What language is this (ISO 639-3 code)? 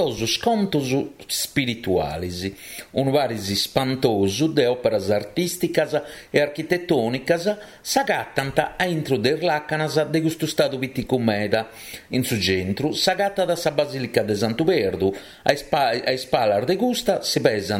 srd